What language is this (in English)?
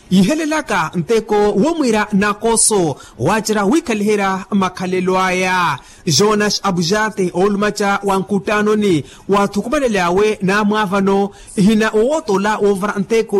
Makhuwa